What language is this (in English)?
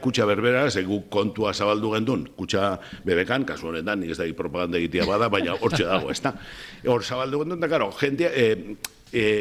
Basque